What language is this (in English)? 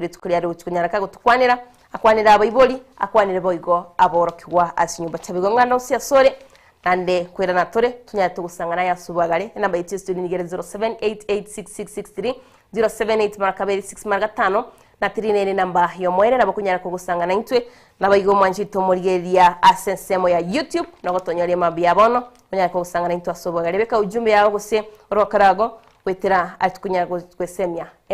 Gusii